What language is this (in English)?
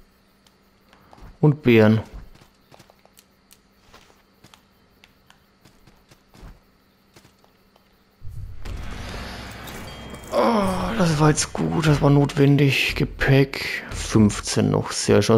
German